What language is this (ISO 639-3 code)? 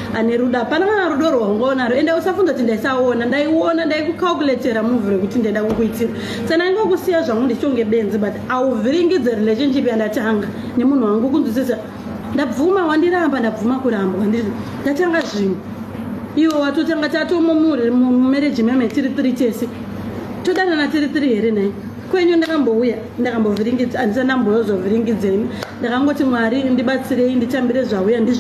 sna